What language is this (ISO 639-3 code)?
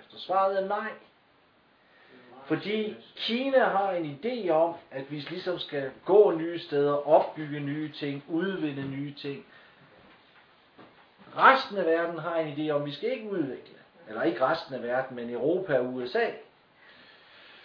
dan